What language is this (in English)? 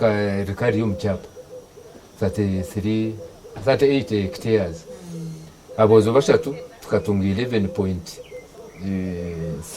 Nyankole